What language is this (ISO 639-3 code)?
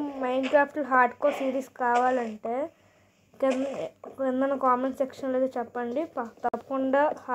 tel